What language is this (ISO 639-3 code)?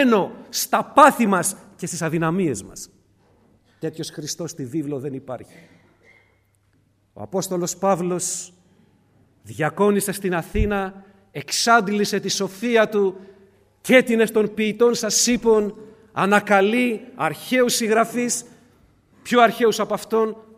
ell